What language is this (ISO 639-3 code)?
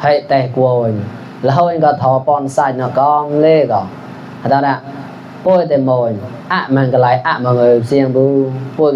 mnw